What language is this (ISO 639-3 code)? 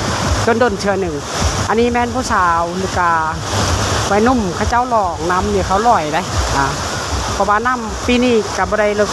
lao